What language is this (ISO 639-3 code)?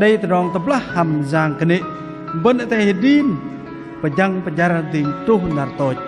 bdq